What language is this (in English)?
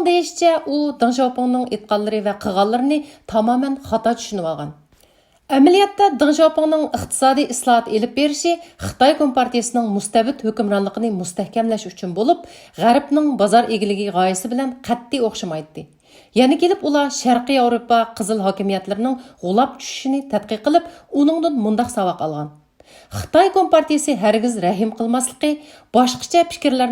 Uyghur